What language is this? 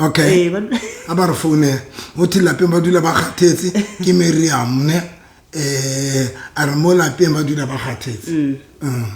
Southern Sotho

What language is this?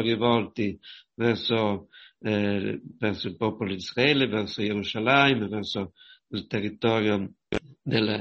Italian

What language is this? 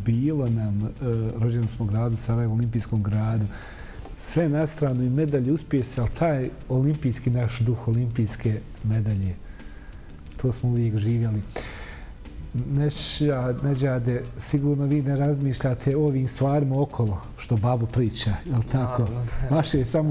Bosnian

